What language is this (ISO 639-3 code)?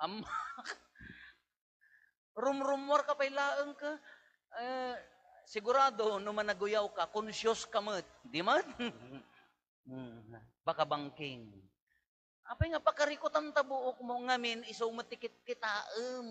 ilo